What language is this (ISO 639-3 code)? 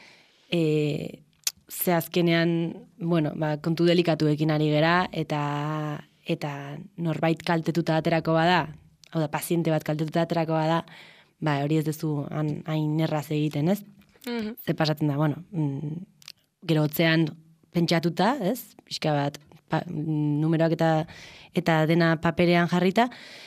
eus